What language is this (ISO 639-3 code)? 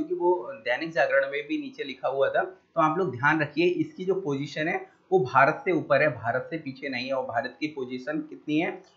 hin